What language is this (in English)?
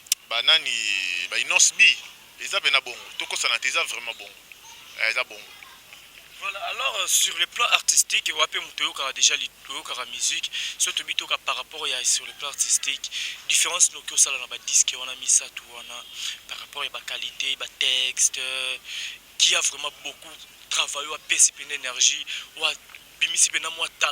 Lingala